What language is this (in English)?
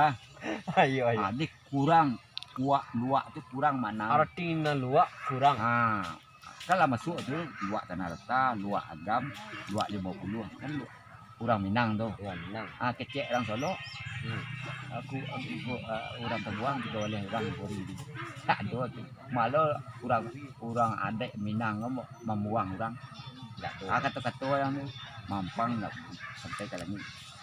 Minangkabau